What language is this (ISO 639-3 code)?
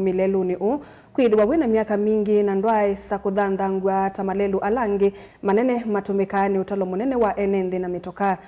kam